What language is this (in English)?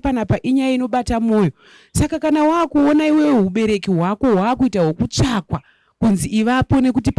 Shona